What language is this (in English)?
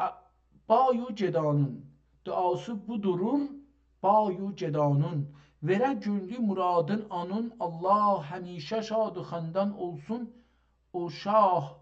South Azerbaijani